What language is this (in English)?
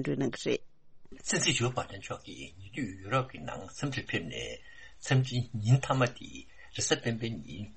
Tibetan